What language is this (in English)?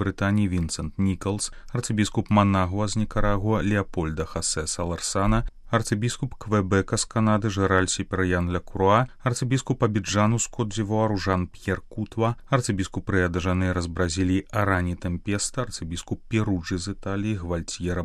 Belarusian